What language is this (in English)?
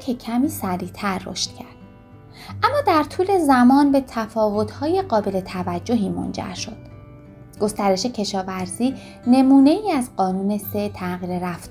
Persian